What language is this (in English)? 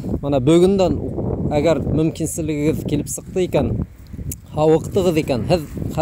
Bashkir